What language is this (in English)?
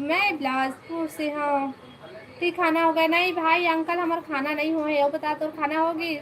Chhattisgarhi